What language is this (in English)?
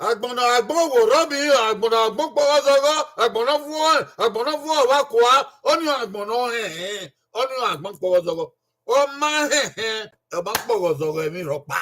Bini